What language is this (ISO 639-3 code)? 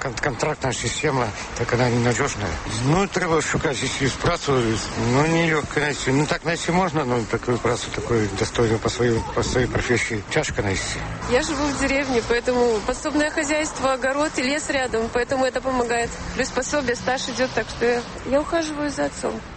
bel